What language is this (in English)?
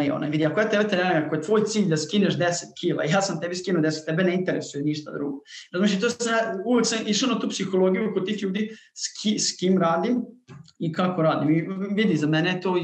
Serbian